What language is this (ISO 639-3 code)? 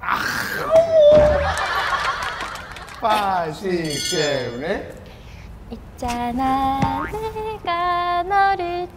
kor